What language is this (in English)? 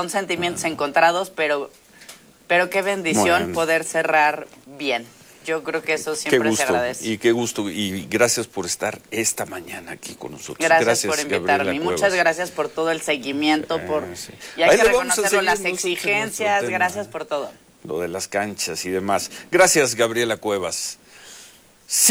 Spanish